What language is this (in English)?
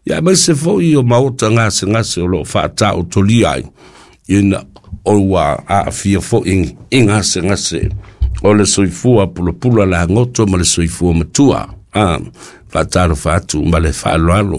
Samoan